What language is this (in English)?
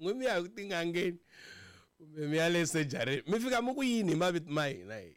Tsonga